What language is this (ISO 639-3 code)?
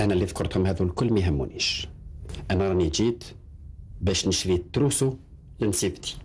arq